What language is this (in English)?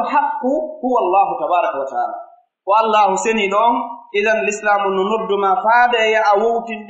Pular